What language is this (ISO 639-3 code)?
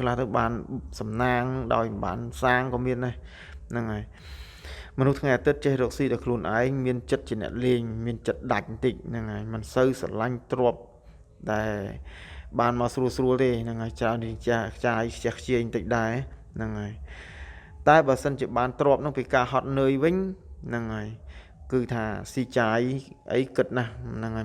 khm